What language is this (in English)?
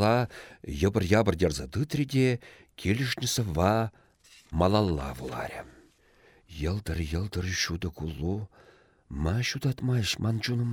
Chuvash